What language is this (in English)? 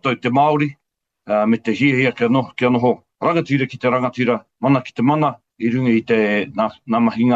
Māori